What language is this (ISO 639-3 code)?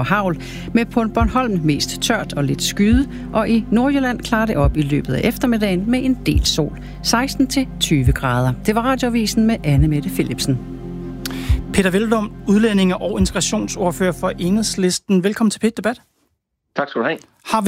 dan